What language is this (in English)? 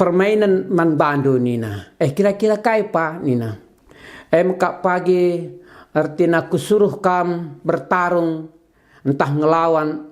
Batak Karo